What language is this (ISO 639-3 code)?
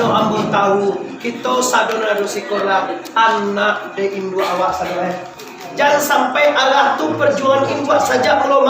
min